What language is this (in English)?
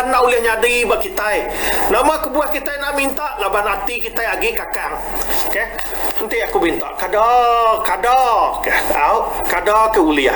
Iban